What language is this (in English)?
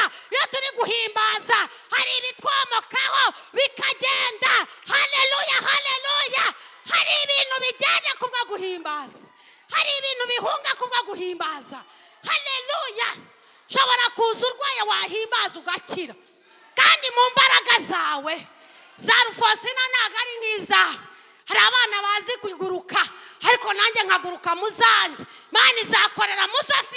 Kinyarwanda